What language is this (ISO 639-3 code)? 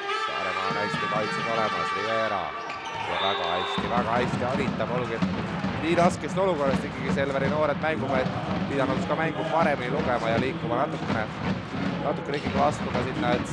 est